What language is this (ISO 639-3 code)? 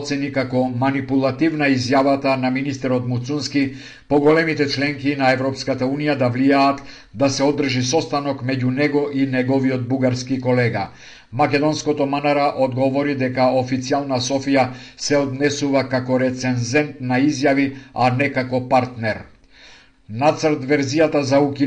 mkd